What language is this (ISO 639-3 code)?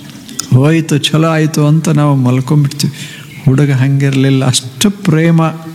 kan